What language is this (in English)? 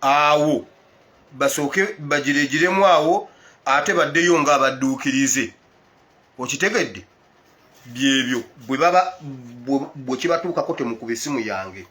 Ganda